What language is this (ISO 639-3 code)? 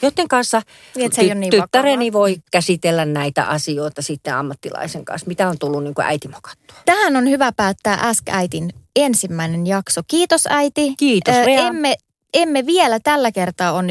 fin